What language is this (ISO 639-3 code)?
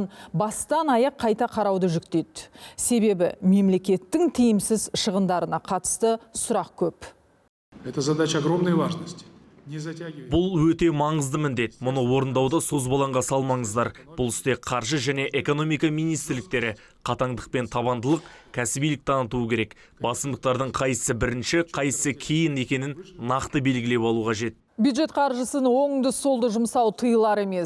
kaz